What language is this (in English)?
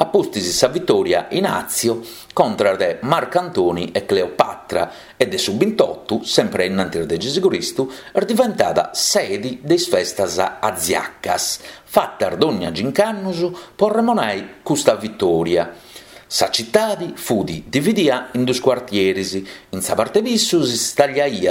Sardinian